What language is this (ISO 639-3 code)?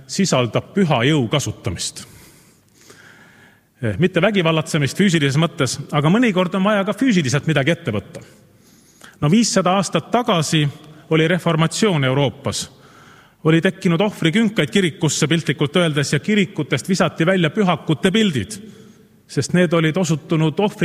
est